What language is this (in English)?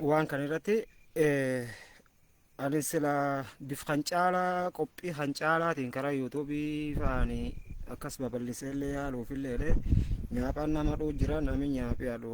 Oromo